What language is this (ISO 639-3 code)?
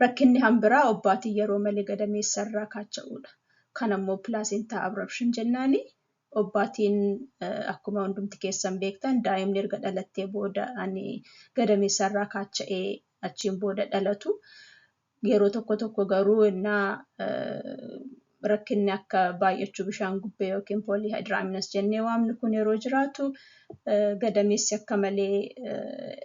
orm